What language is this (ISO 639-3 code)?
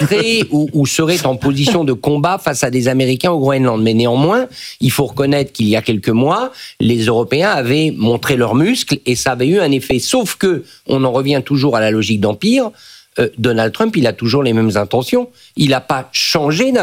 fra